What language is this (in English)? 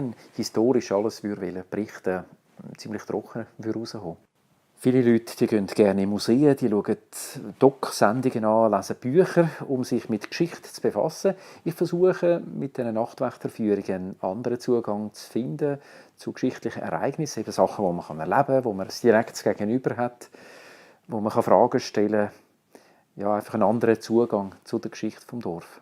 Swiss German